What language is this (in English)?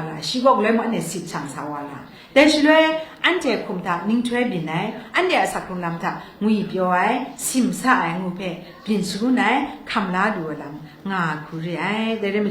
Kachin